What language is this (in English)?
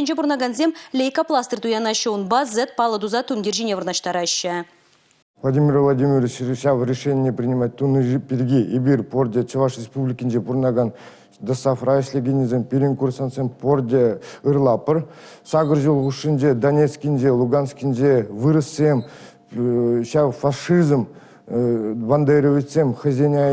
Chuvash